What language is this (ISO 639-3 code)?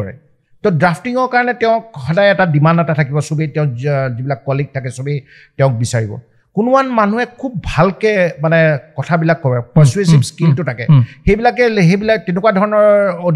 asm